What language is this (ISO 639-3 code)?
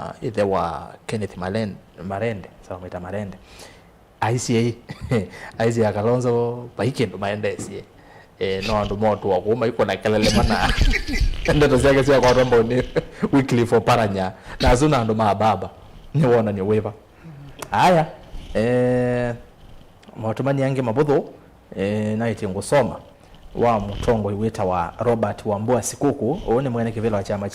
kam